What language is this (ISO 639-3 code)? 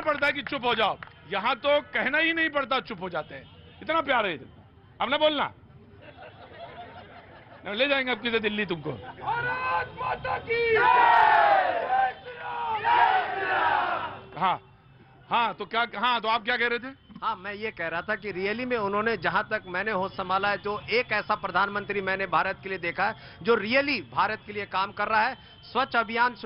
hin